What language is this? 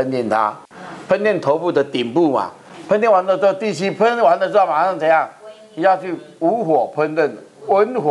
Chinese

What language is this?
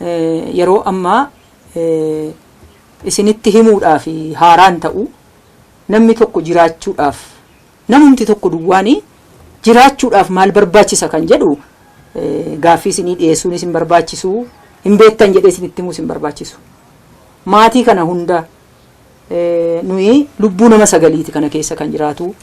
Oromo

